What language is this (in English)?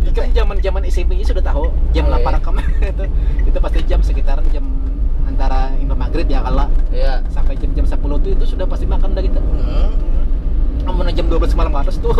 Banjar